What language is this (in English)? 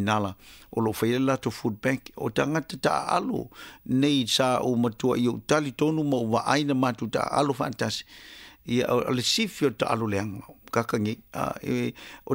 Samoan